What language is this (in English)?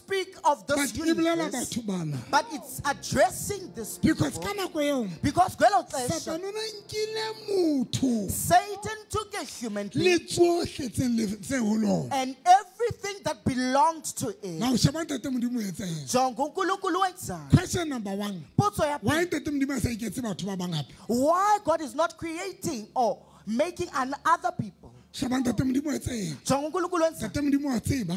Southern Sotho